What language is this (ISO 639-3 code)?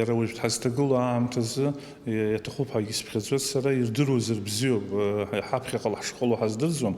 abk